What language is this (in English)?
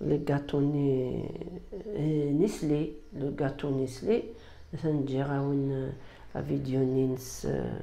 Kabyle